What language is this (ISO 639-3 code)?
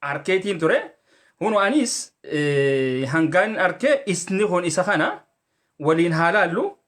orm